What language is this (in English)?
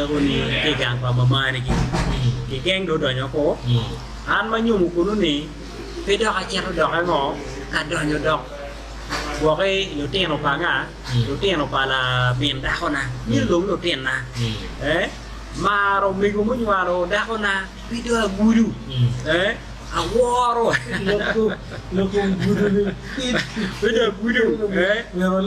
Acoli